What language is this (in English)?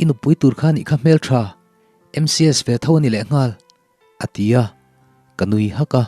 Mizo